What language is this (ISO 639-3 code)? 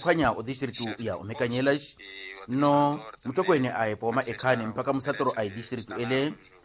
vmw